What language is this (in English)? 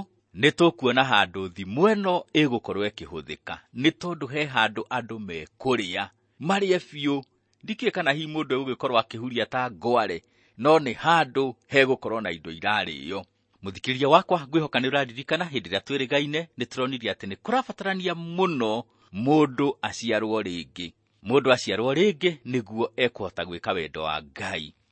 Kikuyu